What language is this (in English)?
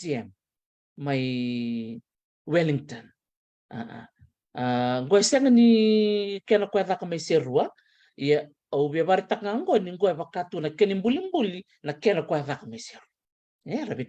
Fijian